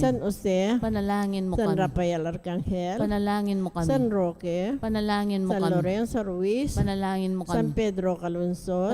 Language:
Pampanga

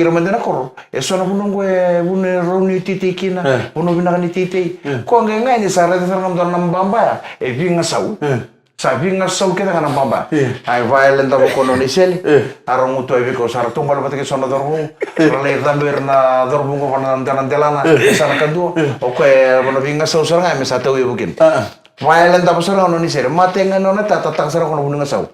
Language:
Fijian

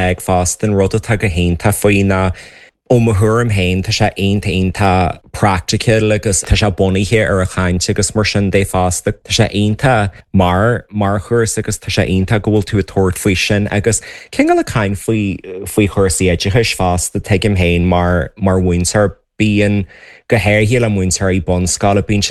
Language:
Irish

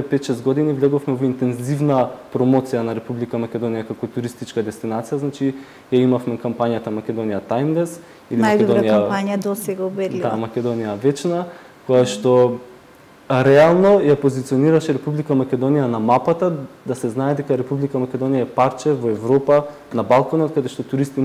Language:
Macedonian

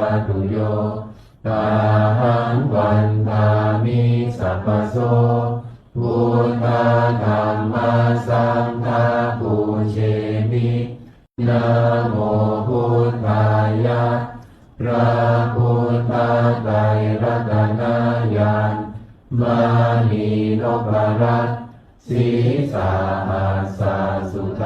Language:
Pali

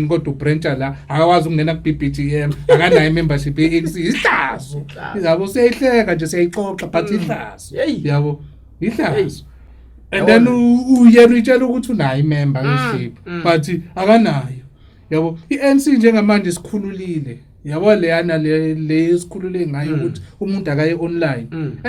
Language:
Zulu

